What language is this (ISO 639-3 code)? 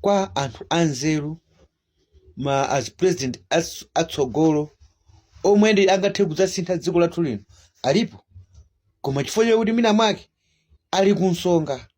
nya